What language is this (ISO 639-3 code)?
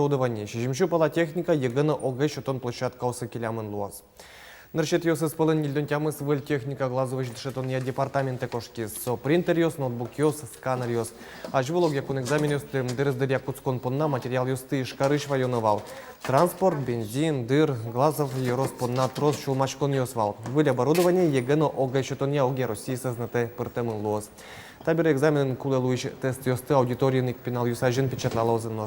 udm